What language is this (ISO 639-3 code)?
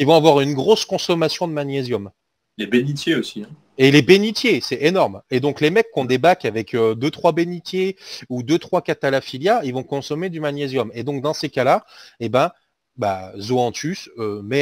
fra